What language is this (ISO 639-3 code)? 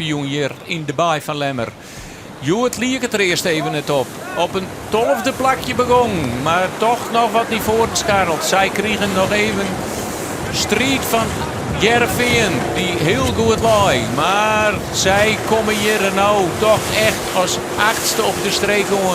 fry